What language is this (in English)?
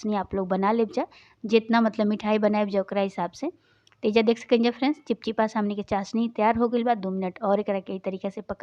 Bhojpuri